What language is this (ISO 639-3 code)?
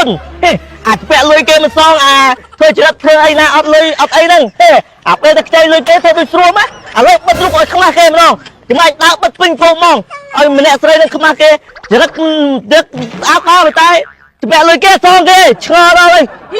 khm